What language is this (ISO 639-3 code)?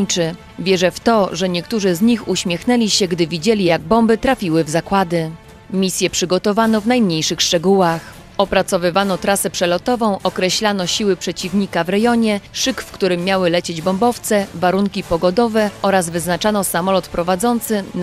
pol